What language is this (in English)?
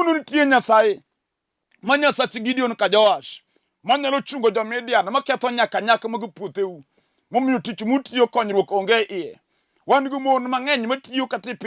Luo (Kenya and Tanzania)